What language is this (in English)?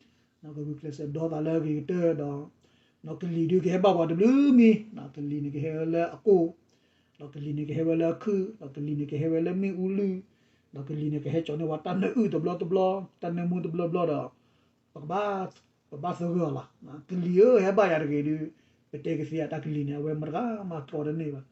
S'gaw Karen